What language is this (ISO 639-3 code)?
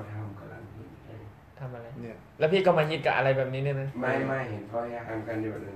tha